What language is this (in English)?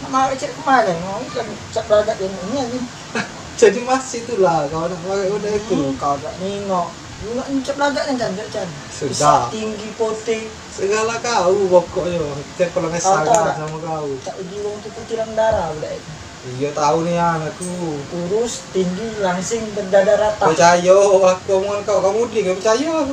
Musi